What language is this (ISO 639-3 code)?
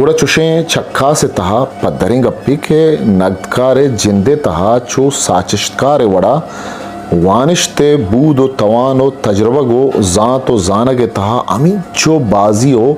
bgp